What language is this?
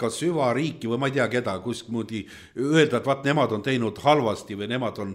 Estonian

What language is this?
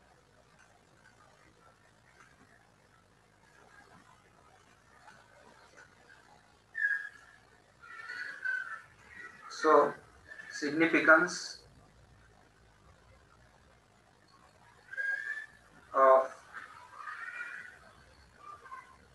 Marathi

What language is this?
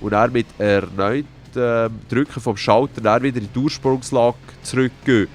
Swiss German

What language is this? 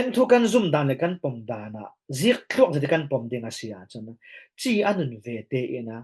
Falam Chin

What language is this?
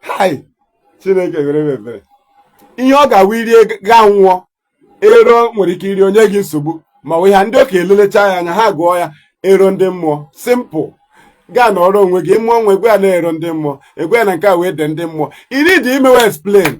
Igbo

